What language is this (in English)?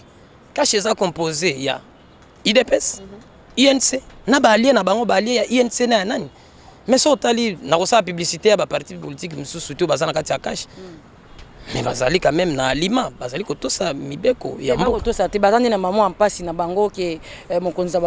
Lingala